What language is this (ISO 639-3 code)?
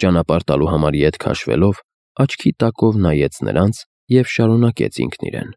hye